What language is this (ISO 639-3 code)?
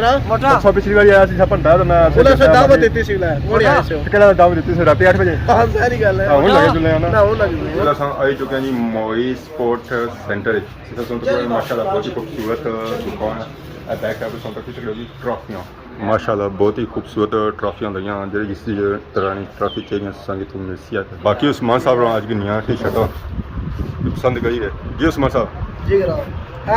phr